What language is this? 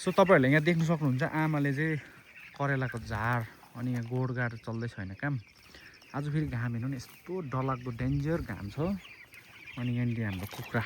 Nepali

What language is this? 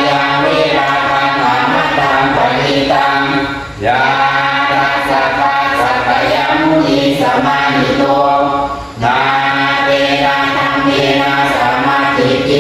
Pali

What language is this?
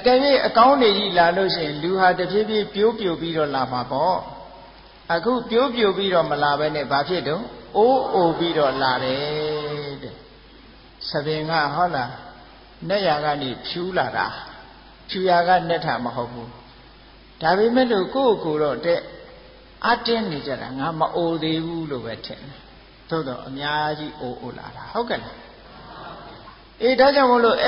Burmese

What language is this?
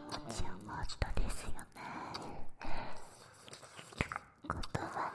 Japanese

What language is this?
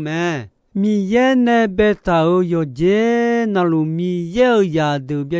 Akha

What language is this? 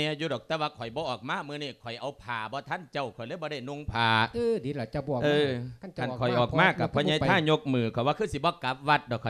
Lao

